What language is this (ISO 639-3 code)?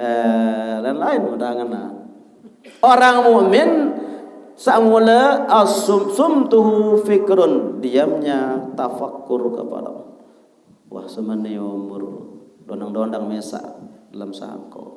sas